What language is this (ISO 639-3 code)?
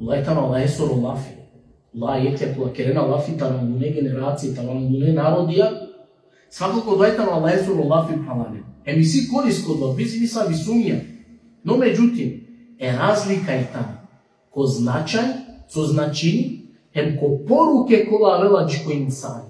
rmn